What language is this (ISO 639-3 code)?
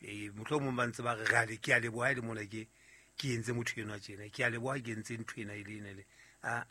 sot